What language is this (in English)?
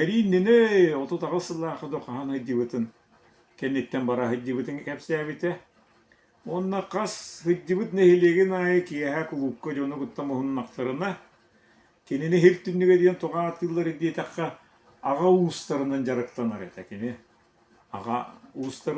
Yakut